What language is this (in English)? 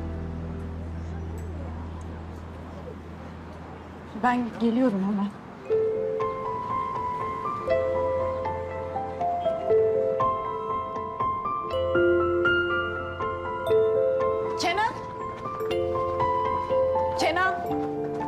Turkish